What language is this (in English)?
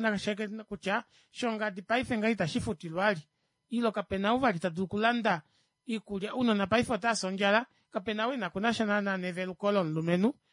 Kuanyama